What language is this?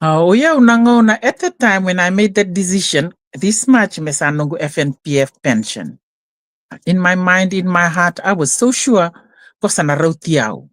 Fijian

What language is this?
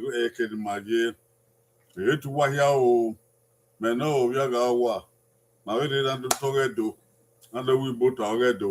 Bini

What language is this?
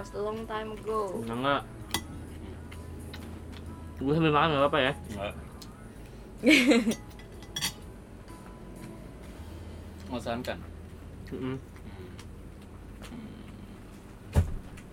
Indonesian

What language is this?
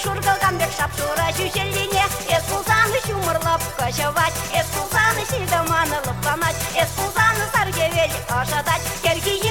Chuvash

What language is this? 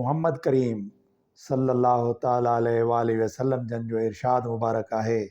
Sindhi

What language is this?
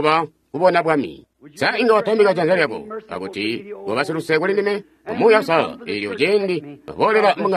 Tonga (Zambia)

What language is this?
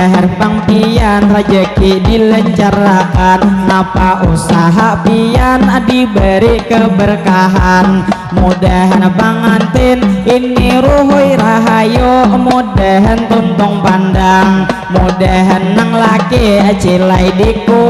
Banjar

